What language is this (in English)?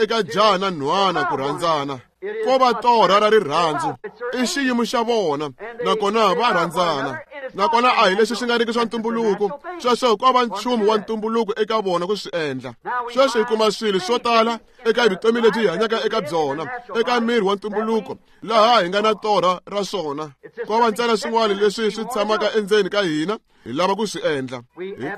Tsonga